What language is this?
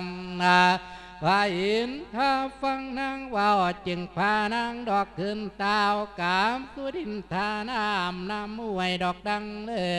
Lao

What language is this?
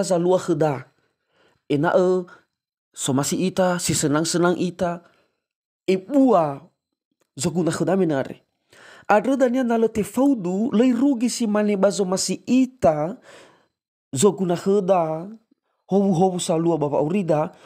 Nias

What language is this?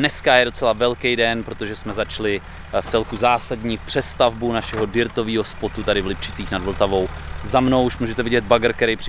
Czech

